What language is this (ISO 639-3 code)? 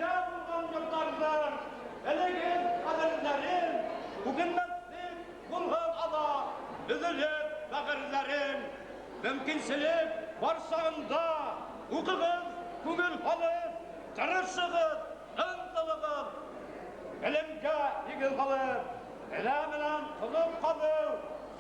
bak